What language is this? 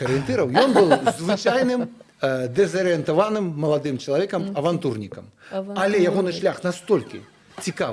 Belarusian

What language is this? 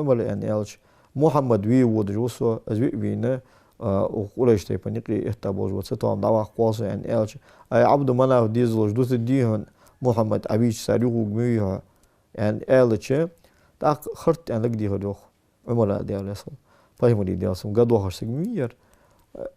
Ingush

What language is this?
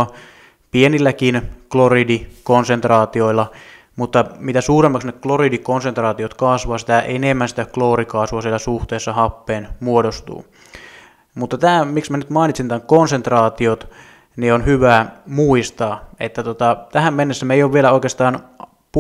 Finnish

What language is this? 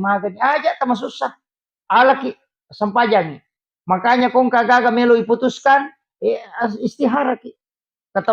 Buginese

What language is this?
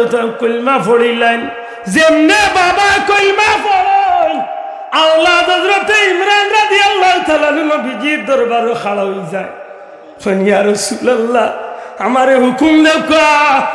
Sylheti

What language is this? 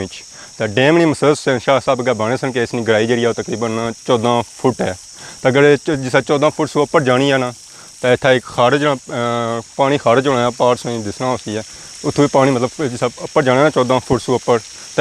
Pahari-Potwari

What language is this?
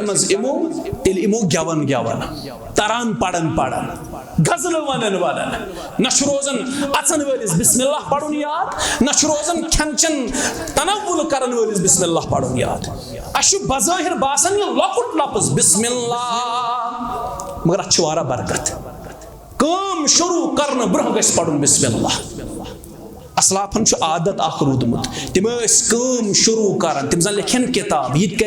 Kashmiri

